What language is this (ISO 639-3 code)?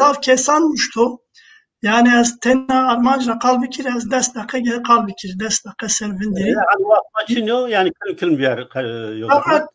zza